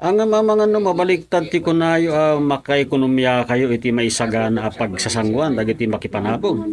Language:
Iloko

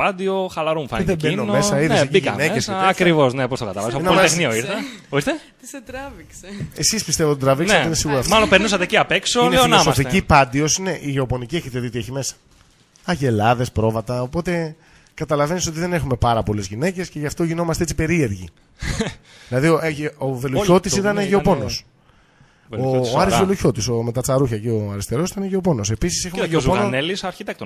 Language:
Greek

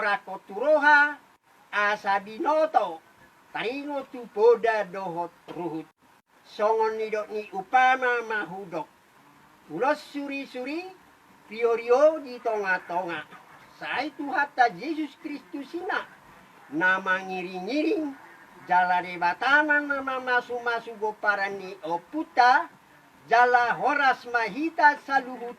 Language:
Batak Toba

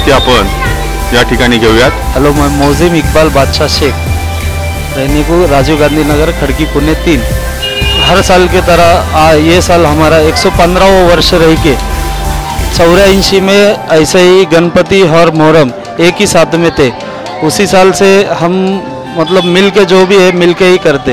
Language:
Marathi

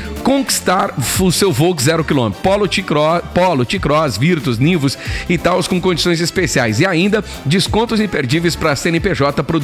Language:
Portuguese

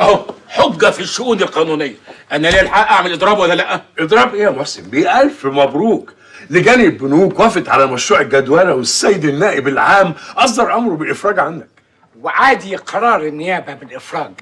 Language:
Egyptian Arabic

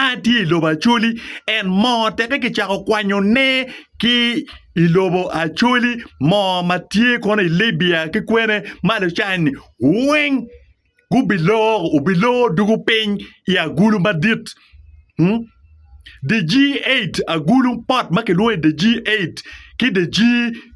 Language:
Acoli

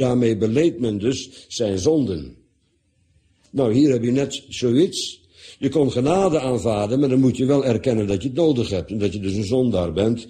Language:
Dutch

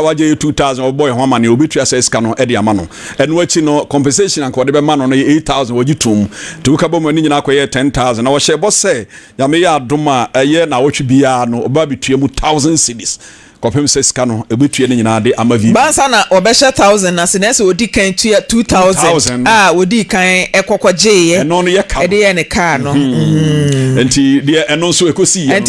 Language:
Akan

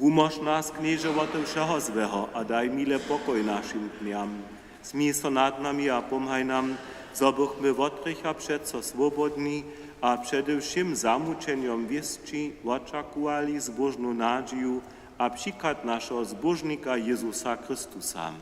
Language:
Upper Sorbian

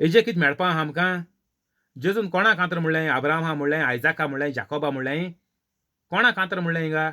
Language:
Konkani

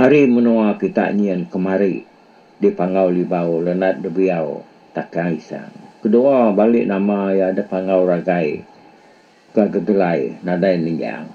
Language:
Iban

